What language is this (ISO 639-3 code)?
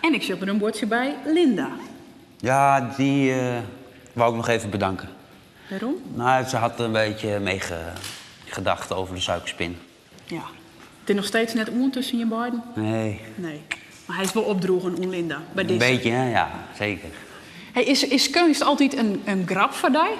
fry